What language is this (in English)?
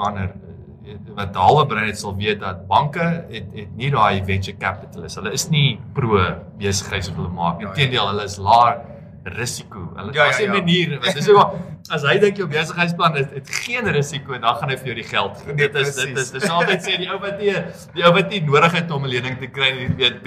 Afrikaans